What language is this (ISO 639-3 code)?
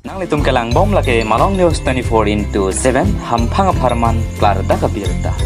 mjw